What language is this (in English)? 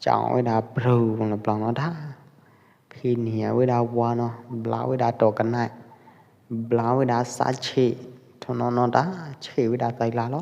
Pwo Eastern Karen